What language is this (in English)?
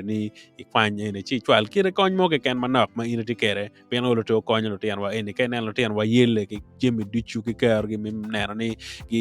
Acoli